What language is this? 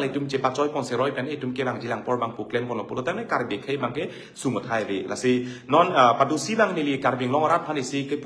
Karbi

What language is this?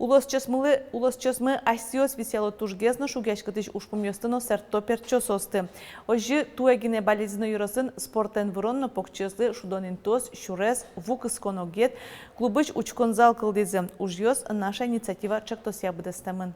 Udmurt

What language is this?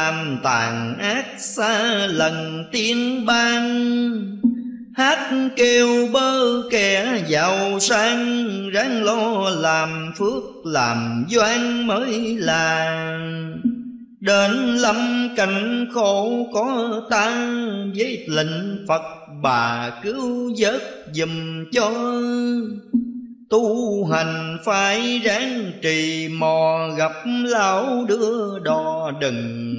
Vietnamese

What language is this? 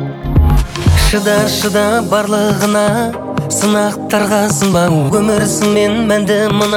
Kazakh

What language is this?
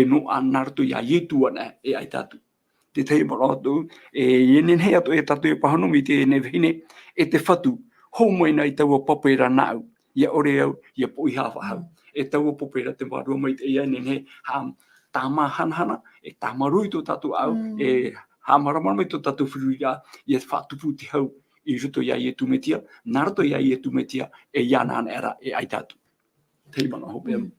Tahitian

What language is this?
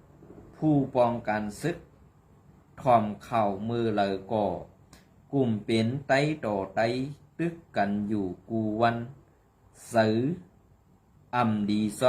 Shan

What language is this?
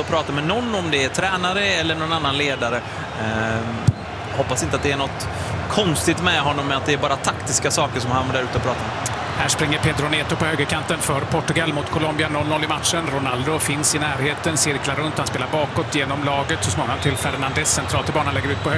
Swedish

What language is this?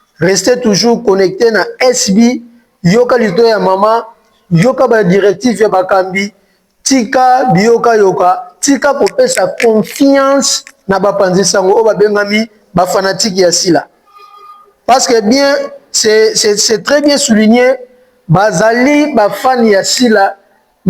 Lingala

